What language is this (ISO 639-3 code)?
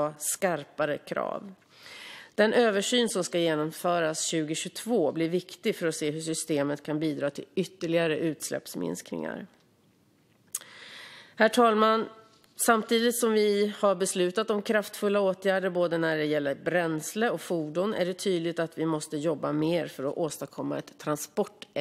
swe